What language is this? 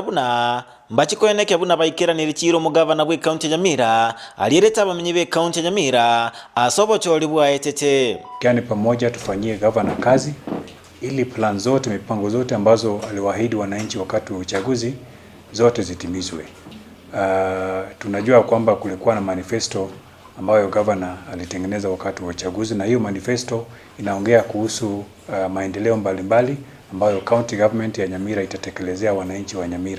Gusii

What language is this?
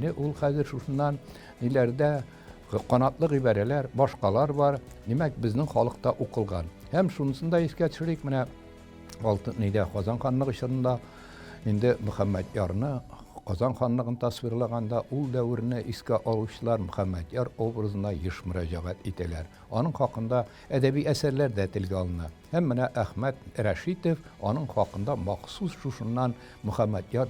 Tatar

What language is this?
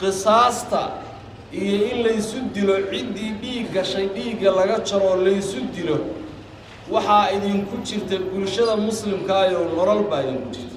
Somali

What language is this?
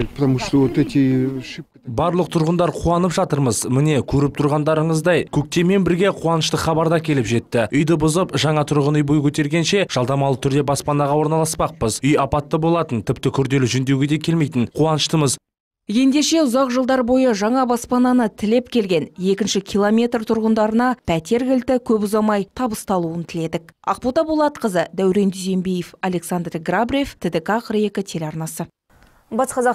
Kazakh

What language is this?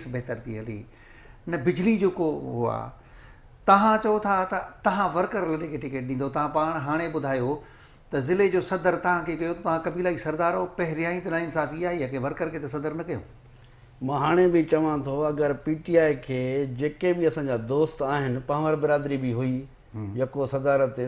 Sindhi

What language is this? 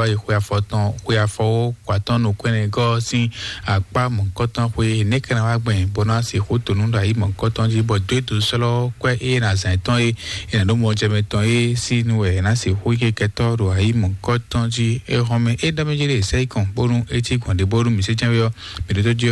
Fon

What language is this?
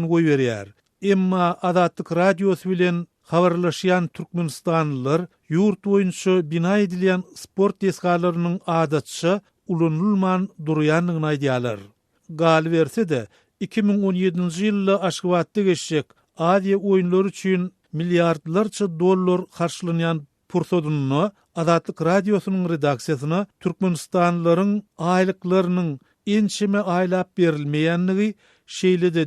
Turkmen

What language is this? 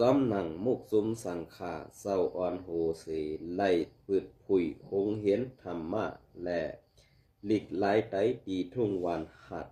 Shan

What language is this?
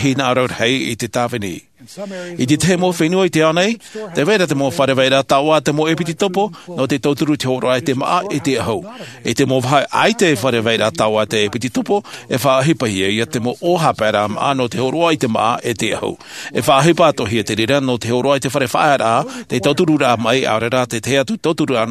Tahitian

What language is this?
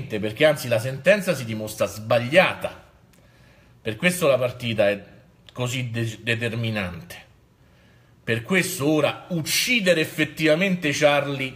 Italian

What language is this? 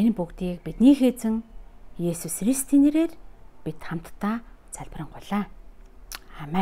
Mongolian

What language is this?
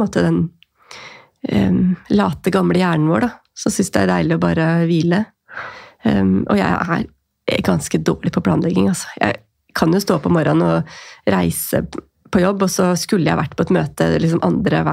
Norwegian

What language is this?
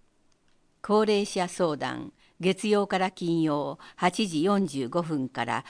Japanese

